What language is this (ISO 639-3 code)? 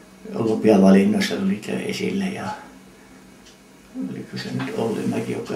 fin